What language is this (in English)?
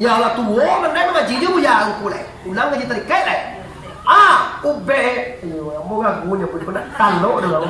Minangkabau